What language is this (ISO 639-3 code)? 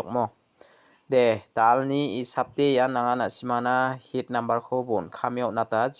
grt